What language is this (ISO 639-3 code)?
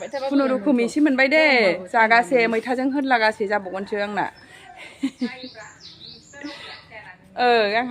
brx